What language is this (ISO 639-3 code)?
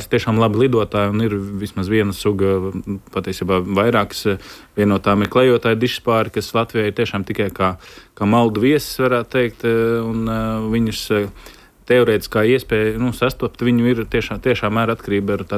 lav